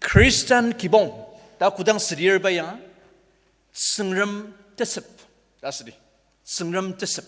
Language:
Ao Naga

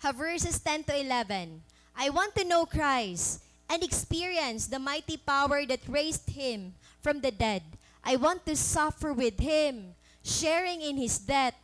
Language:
Waray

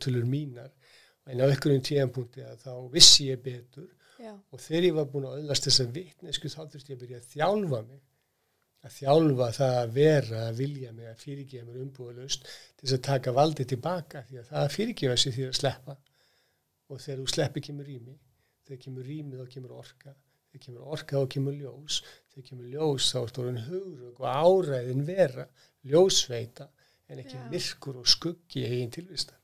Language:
Icelandic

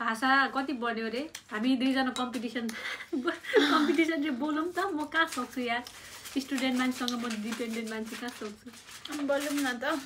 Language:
Nepali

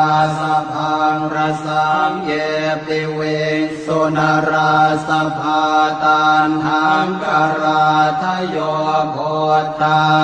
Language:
Pali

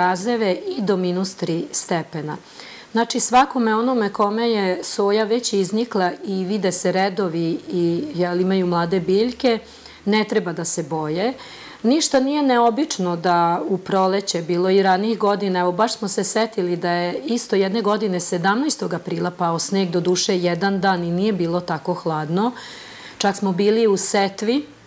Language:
Serbian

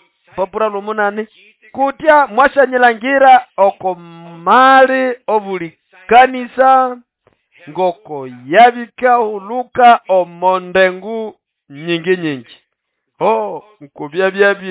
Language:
Nande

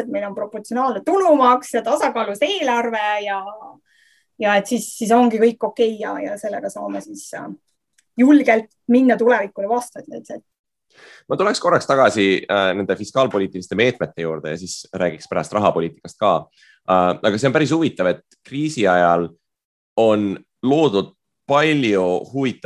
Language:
Estonian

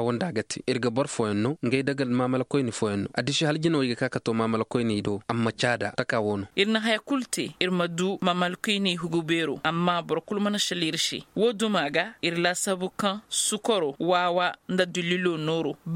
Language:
Koyraboro Senni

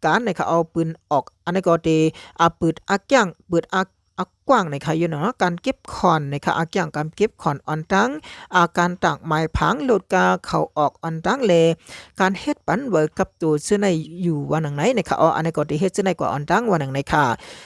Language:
Shan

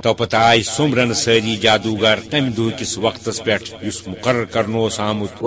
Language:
Kashmiri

